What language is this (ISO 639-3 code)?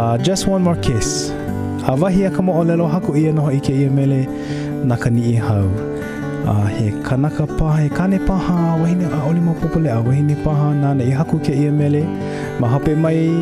haw